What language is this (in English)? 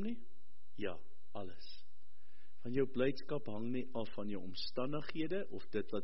Afrikaans